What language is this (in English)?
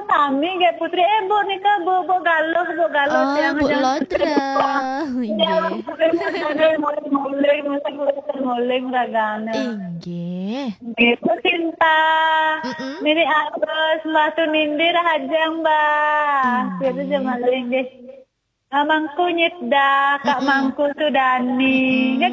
Balinese